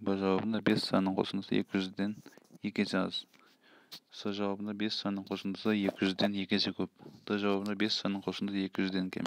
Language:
Kazakh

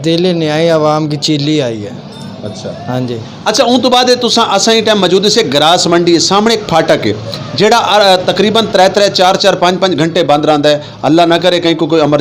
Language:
Western Panjabi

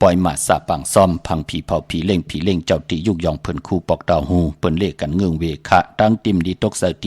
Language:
Shan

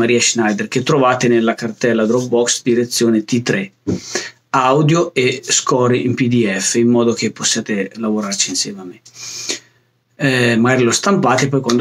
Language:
Italian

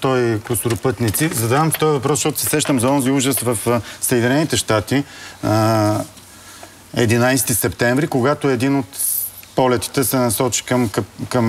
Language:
Bulgarian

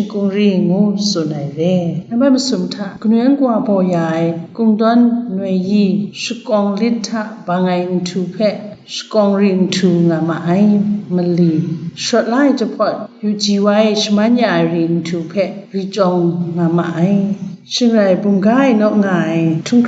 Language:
Kachin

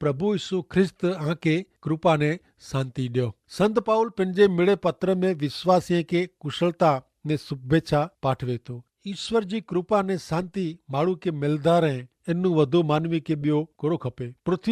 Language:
Kachhi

